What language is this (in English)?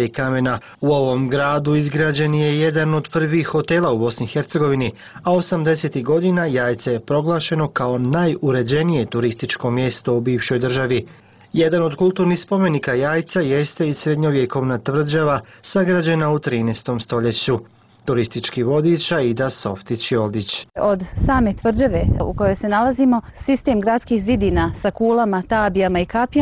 Bosnian